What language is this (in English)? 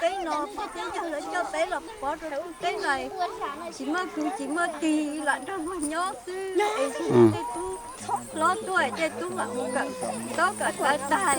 Hmong